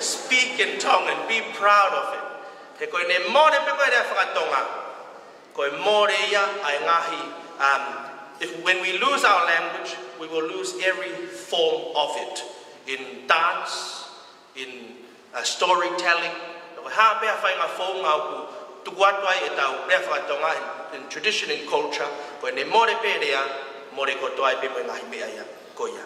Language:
Tongan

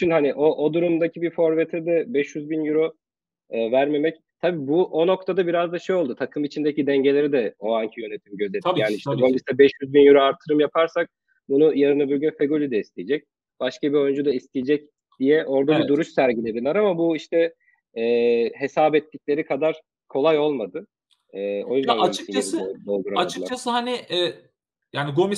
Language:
Turkish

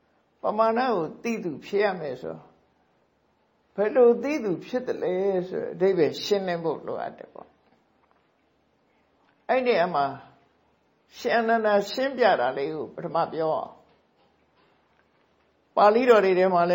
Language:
Burmese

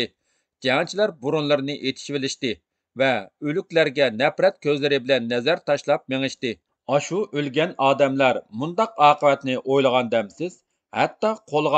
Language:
Uyghur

